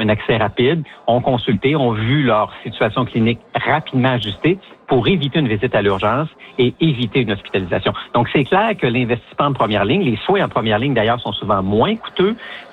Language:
French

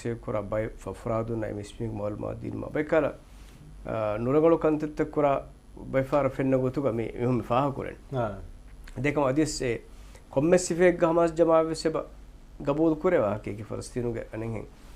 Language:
Divehi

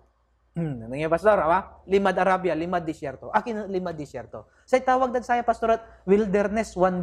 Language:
Pangasinan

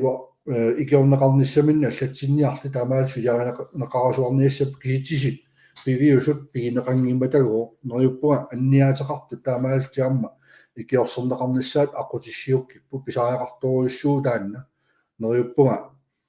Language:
Kalaallisut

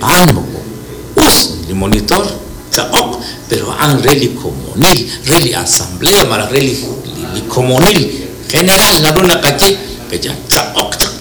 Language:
Kekchí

